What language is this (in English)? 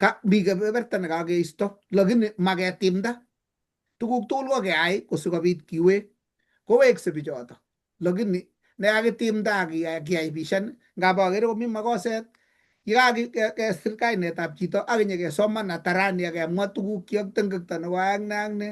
Kalenjin